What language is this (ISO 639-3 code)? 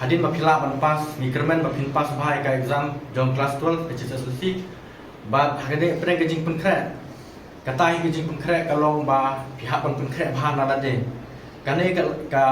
kha